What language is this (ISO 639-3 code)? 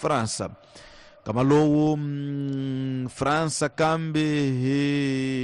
tso